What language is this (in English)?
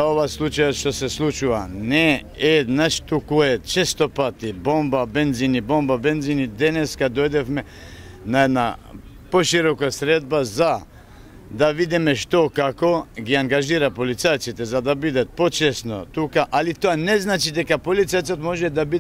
Macedonian